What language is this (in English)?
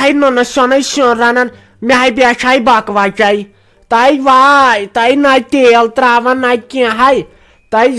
Kashmiri